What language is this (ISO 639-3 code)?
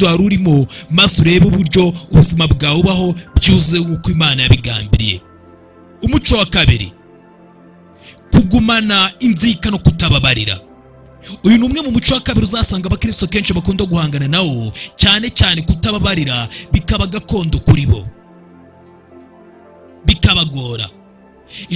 kin